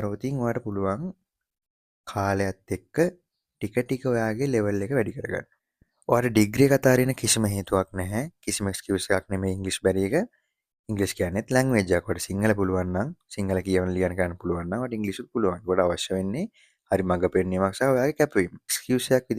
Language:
Sinhala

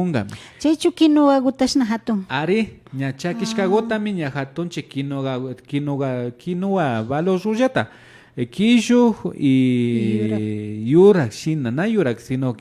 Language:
Imbabura Highland Quichua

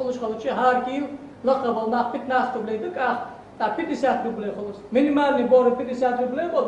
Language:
Ingush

